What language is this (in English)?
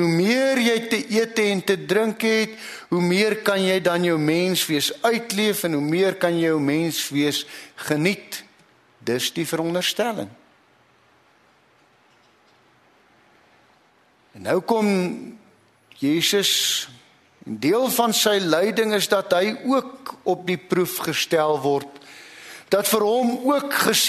Afrikaans